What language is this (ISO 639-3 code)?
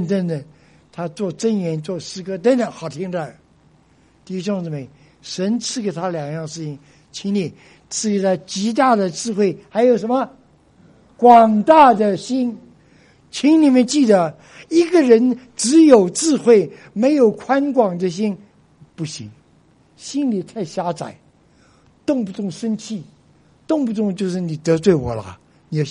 zho